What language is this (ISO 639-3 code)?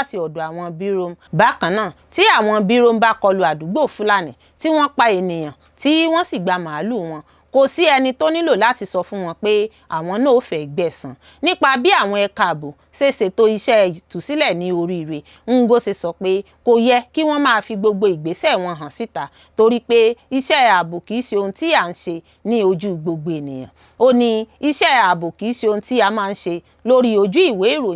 yor